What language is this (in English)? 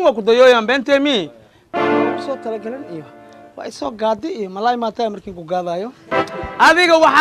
Somali